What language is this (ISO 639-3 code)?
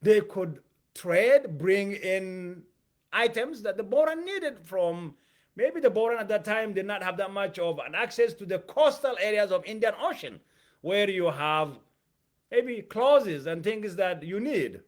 eng